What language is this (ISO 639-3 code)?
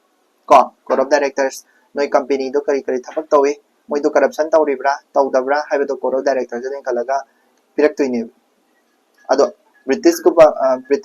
mni